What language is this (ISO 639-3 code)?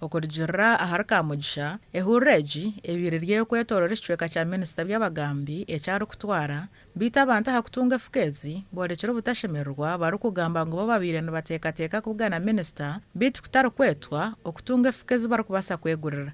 nyn